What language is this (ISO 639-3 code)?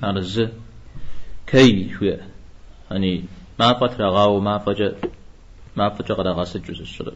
kbd